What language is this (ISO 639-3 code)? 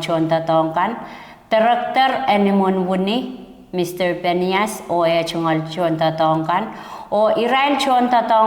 pon